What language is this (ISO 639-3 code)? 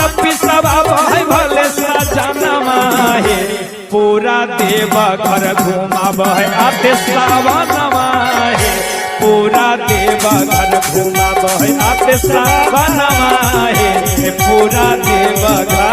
mag